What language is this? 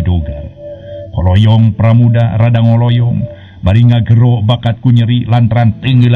Sundanese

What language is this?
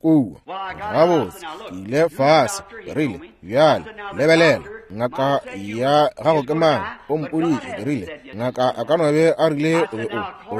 Northern Sotho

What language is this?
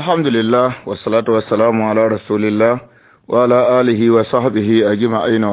Mossi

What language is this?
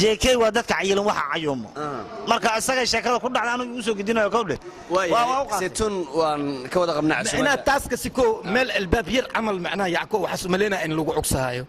Somali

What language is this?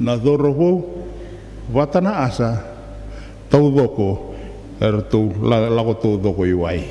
Fijian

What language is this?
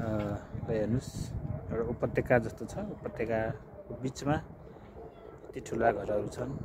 Nepali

